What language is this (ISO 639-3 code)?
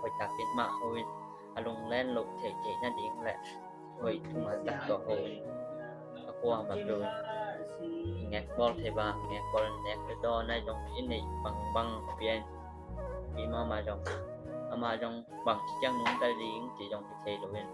ctd